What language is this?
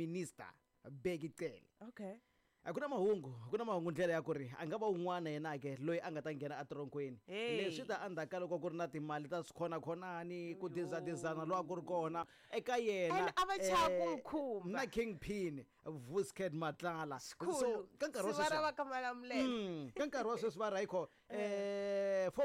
Tsonga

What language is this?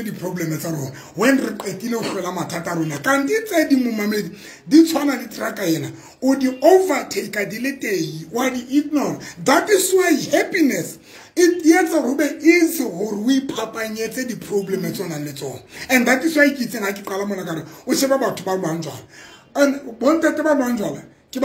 Tswana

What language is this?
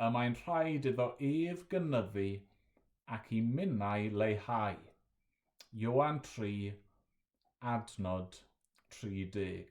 Welsh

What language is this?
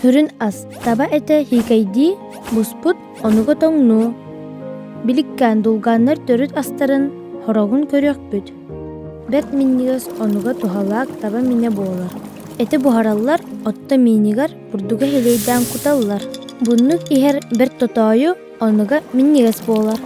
Yakut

